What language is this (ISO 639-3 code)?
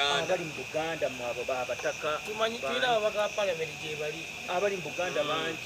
lug